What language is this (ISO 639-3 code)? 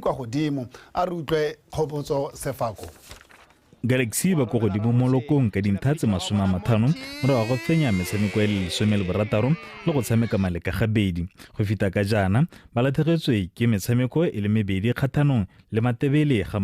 tsn